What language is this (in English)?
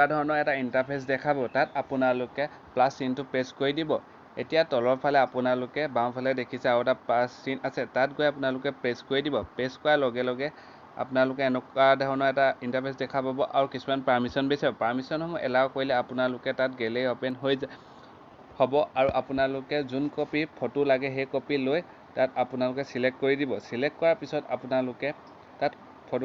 Assamese